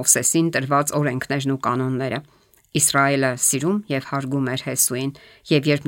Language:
Armenian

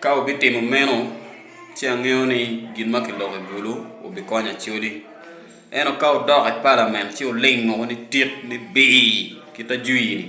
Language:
Acoli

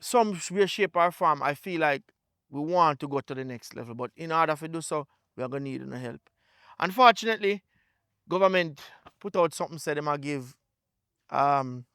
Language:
Jamaican Creole English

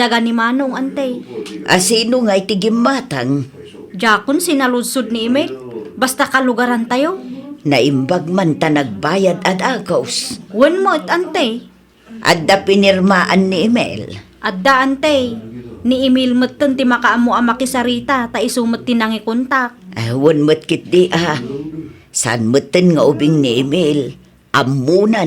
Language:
Iloko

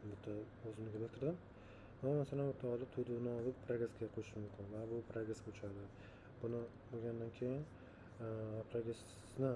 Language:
Uzbek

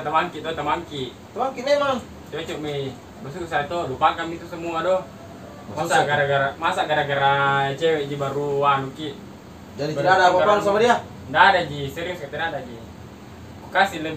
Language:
Makassar Malay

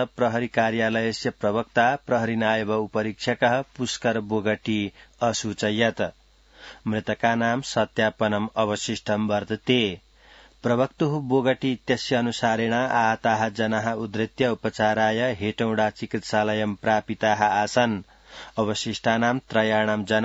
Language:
Sanskrit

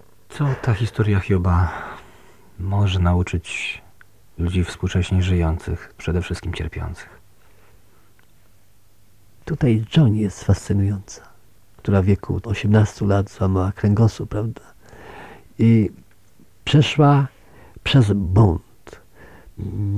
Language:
Polish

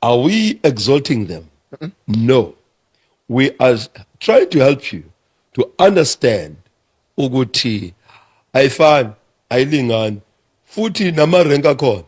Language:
Zulu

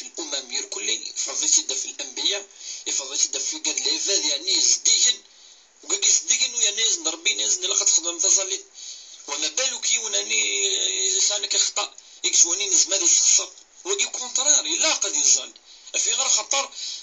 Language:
Kabyle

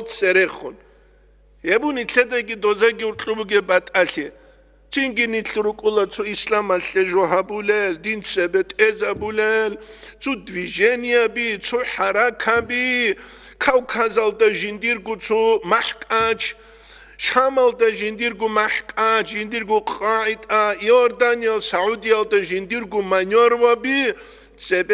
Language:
Avaric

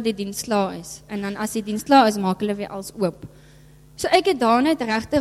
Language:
Afrikaans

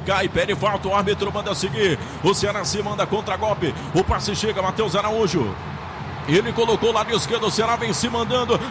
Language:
Portuguese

